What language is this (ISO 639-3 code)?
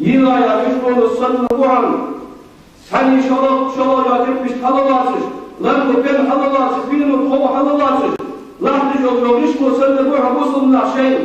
inh